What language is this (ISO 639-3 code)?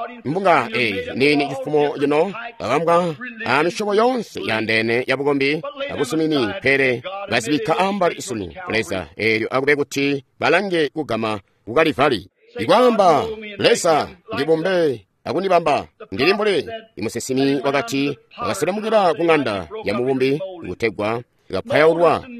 toi